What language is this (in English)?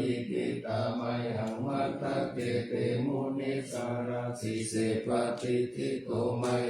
Pali